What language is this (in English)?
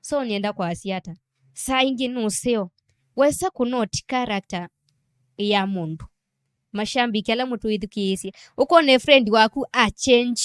Kamba